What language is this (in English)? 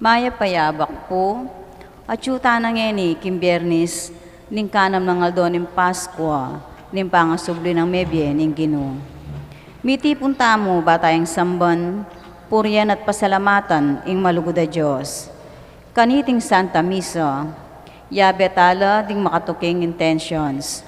Pampanga